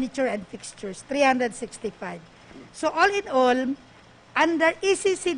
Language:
Bikol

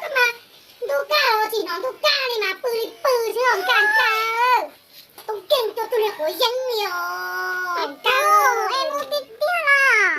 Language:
Hmong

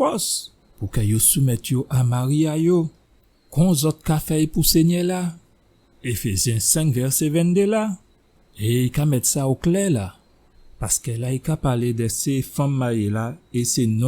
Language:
Guadeloupean Creole French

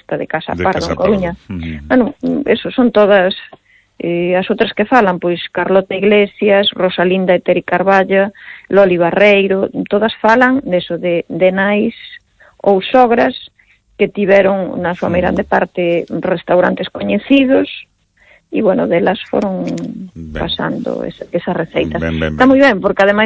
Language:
Galician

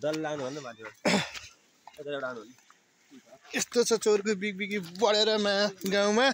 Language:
Nepali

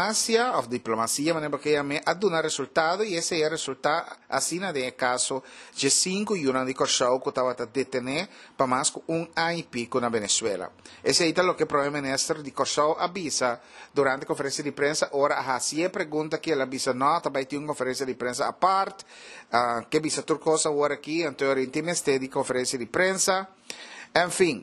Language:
Papiamento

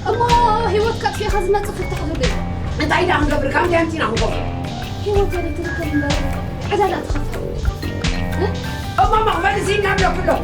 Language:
Tigrinya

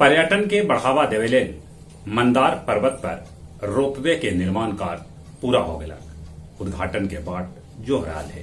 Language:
Magahi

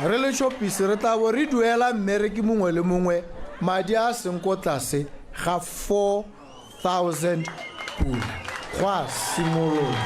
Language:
Tswana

